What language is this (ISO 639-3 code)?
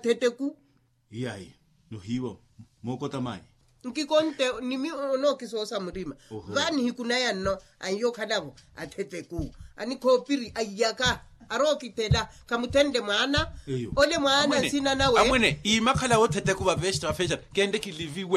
vmw